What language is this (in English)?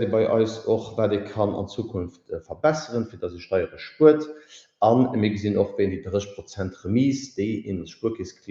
Luxembourgish